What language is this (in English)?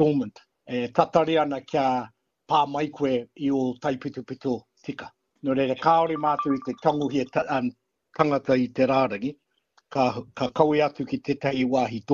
Māori